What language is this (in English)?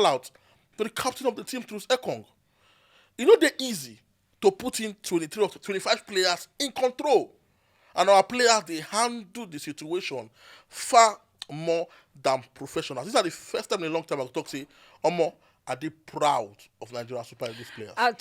Nigerian Pidgin